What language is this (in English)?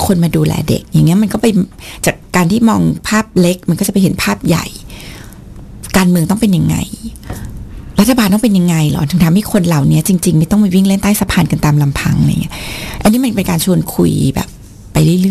Thai